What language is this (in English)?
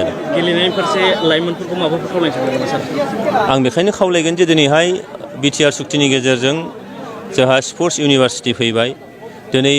Bodo